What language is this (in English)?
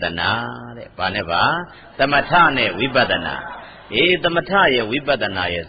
Burmese